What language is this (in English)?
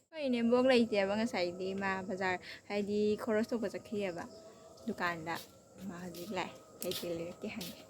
Manipuri